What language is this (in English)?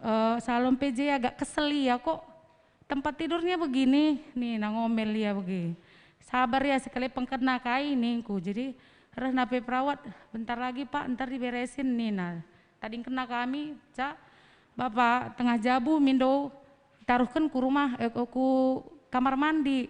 Batak Karo